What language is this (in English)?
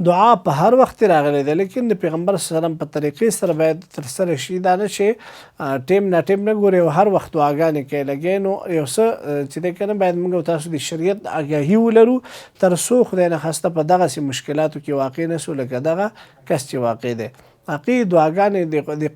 Pashto